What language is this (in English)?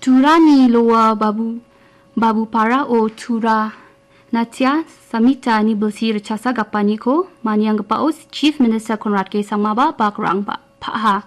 Garo